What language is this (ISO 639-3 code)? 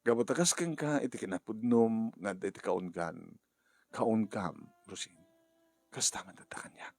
ilo